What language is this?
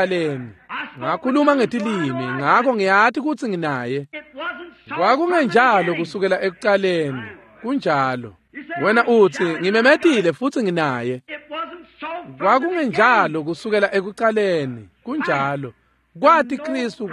Swati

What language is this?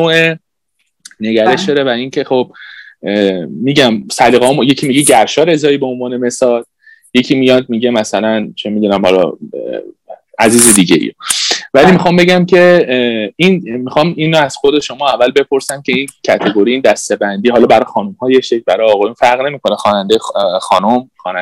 Persian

